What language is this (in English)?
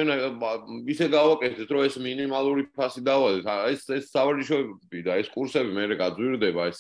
Georgian